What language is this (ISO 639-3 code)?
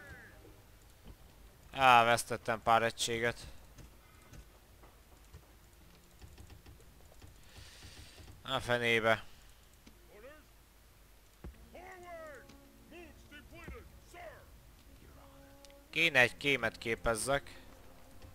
hun